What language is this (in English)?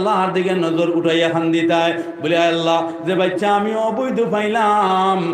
Sylheti